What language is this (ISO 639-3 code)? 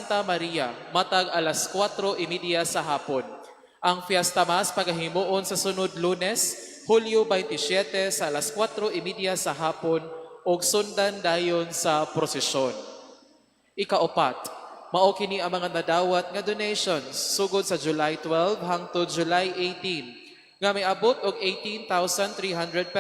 ceb